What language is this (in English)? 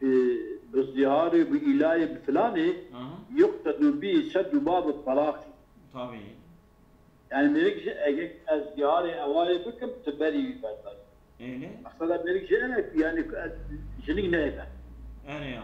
Kurdish